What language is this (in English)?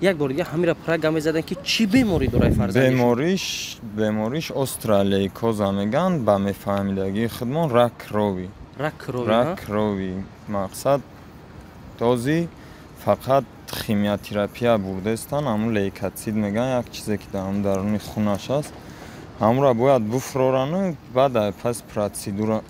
Tajik